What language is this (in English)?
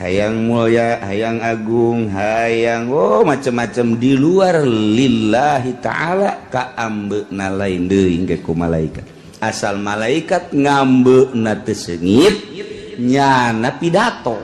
Sundanese